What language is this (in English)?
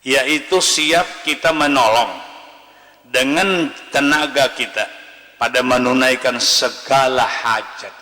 Banjar